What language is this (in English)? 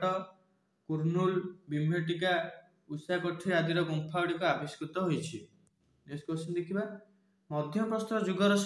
Odia